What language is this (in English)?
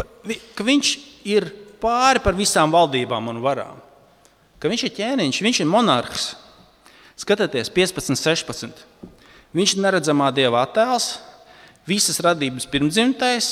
Latvian